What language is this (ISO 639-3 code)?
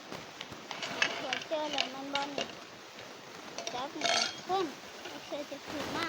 lao